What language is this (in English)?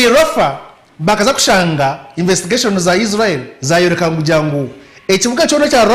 Nyankole